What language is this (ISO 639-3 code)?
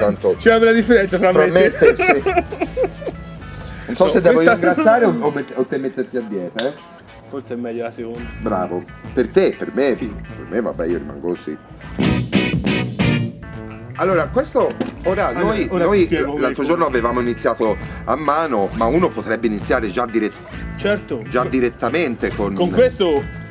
ita